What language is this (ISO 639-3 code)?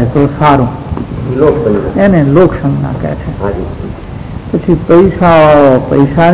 guj